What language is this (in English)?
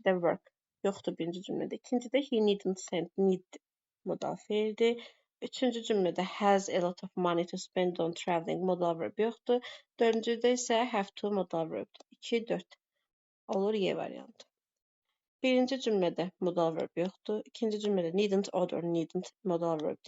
Azerbaijani